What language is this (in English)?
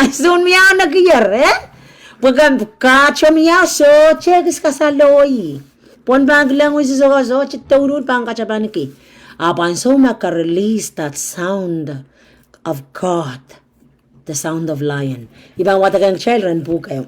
Pohnpeian